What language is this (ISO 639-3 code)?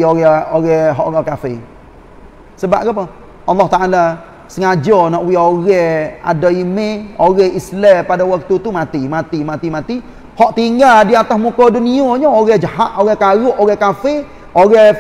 msa